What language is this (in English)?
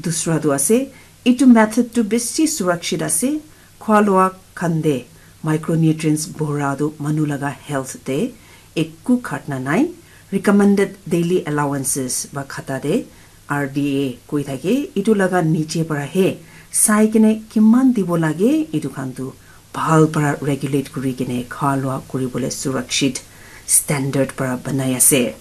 Naga Pidgin